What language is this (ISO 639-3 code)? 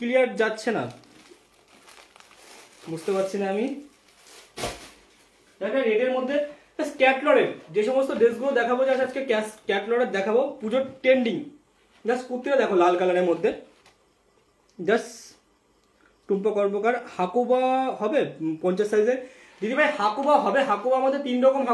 ben